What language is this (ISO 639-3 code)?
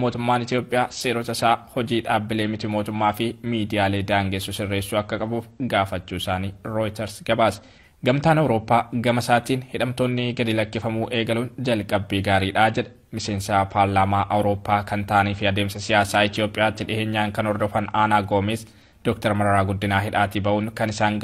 orm